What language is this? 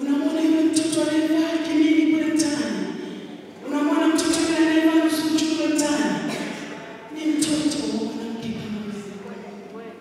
Swahili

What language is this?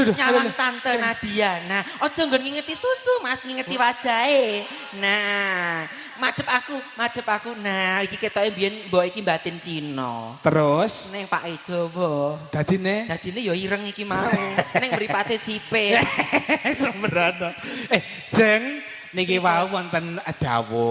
Javanese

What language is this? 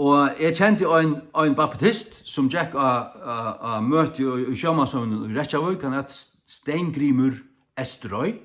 Faroese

